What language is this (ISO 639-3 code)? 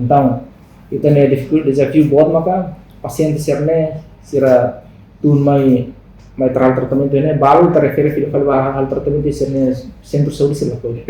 tet